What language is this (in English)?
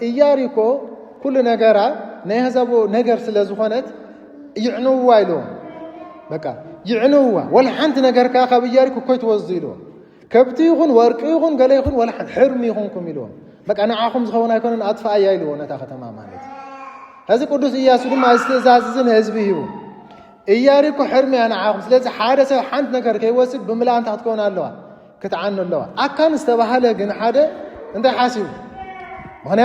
Tigrinya